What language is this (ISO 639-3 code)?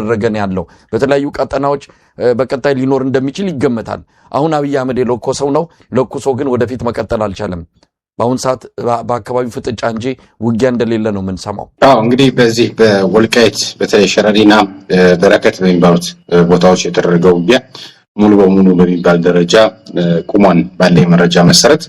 amh